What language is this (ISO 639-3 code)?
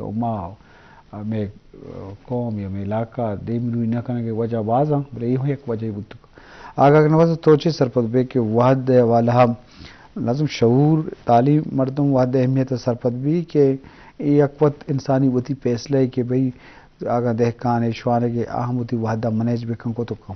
bgp